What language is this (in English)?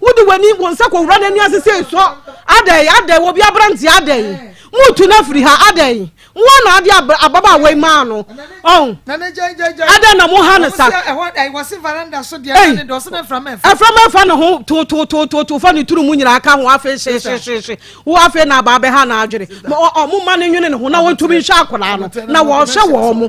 Akan